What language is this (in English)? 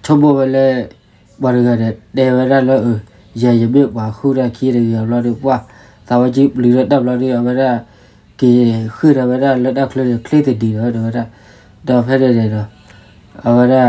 S'gaw Karen